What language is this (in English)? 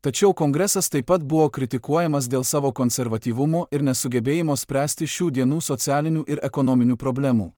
Lithuanian